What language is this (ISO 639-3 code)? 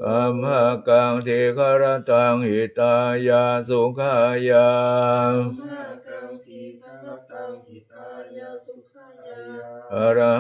pli